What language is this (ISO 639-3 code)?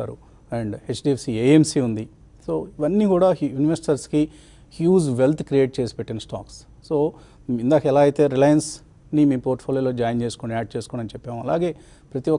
tel